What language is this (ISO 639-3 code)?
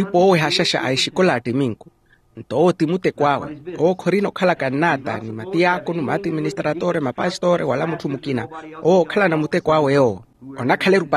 vmw